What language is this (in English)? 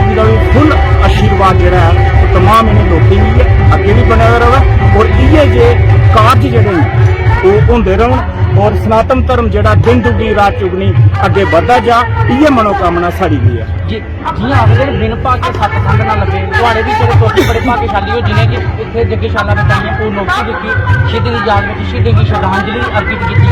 Dogri